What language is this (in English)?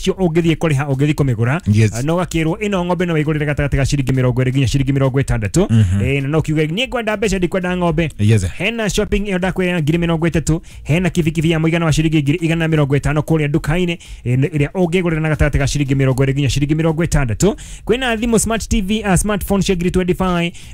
Kikuyu